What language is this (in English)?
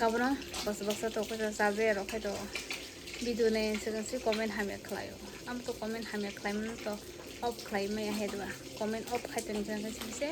Kok Borok